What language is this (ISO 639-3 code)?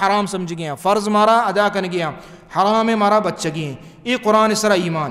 bal